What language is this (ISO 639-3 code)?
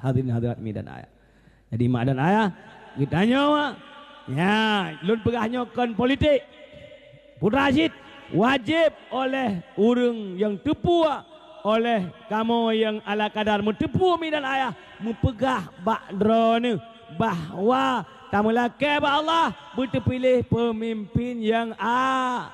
ace